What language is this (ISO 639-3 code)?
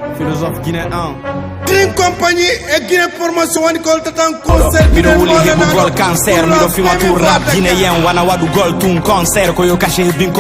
ful